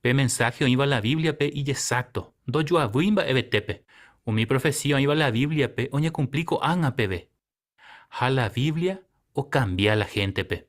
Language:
Guarani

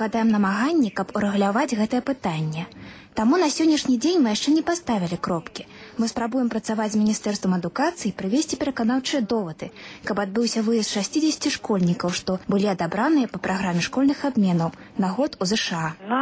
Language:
Belarusian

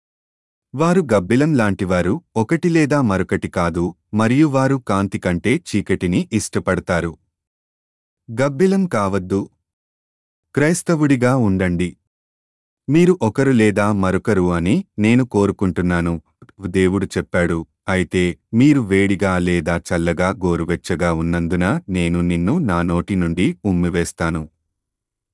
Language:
Telugu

